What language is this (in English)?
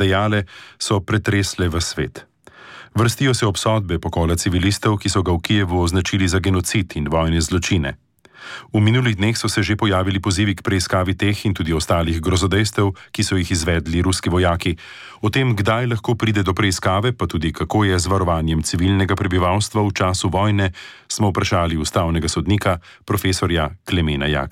Slovenian